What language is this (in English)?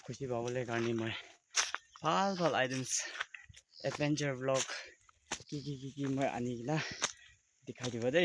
Naga Pidgin